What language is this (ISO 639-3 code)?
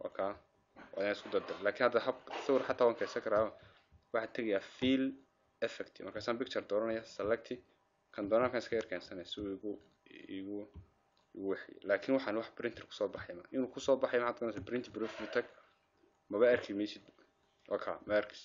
som